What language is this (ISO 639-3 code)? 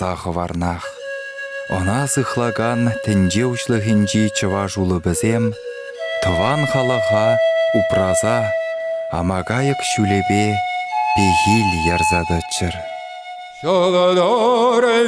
chv